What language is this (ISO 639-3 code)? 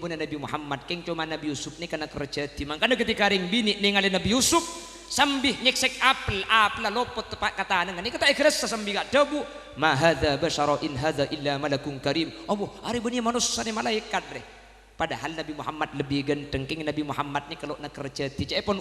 mad